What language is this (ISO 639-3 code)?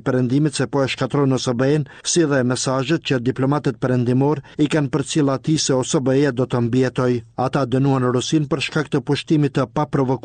sqi